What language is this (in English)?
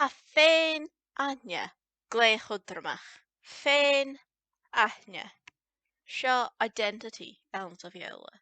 Scottish Gaelic